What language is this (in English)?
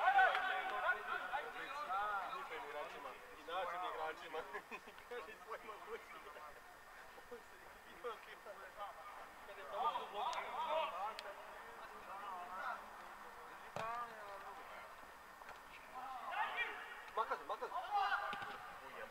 Serbian